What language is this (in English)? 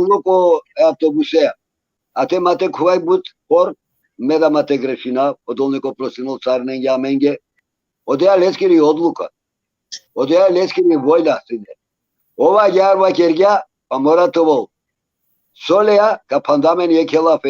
Balkan Romani